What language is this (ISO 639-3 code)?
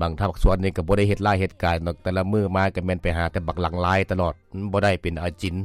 lao